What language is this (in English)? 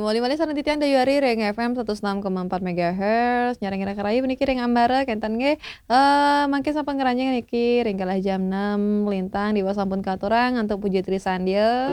Balinese